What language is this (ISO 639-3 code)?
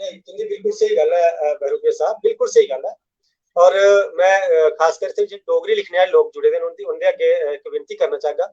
doi